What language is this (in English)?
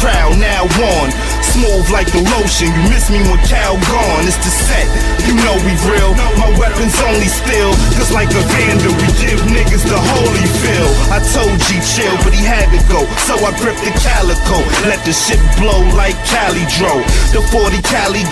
English